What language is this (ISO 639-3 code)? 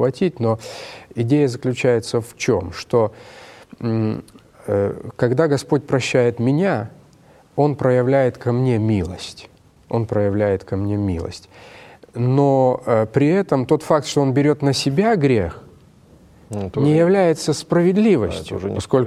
rus